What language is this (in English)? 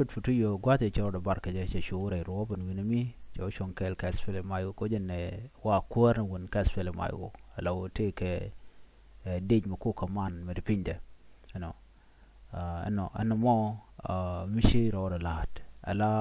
Nuer